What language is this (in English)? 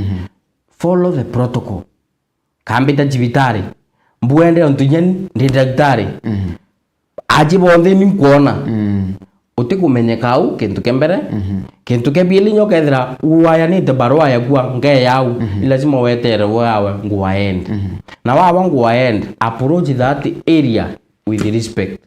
Meru